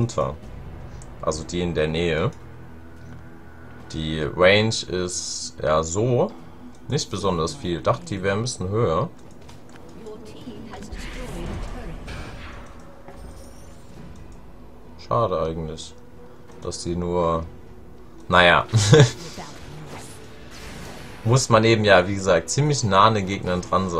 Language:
German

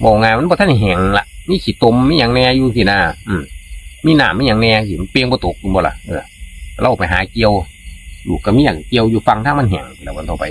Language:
Northeastern Thai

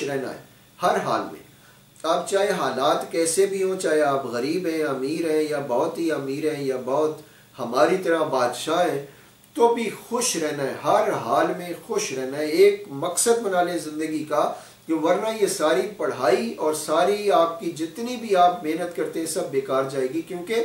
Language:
Urdu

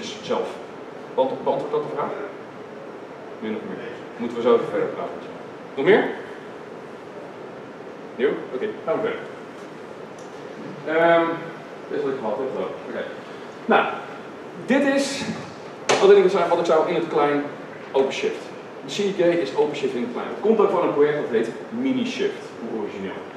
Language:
Dutch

